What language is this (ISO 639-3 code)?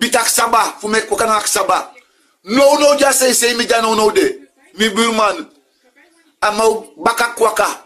srn